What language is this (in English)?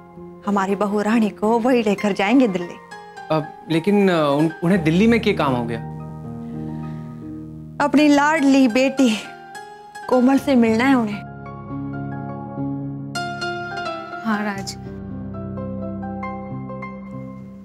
Hindi